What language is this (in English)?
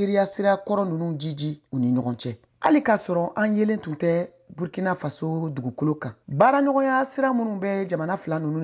Bambara